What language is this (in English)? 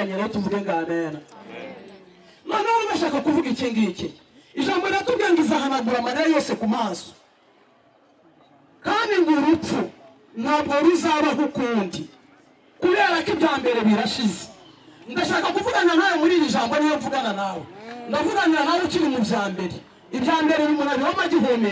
Kinyarwanda